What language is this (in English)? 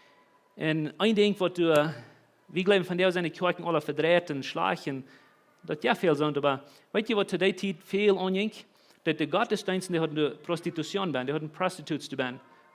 Plautdietsch